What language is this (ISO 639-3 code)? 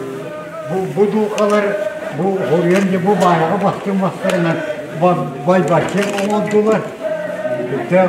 sah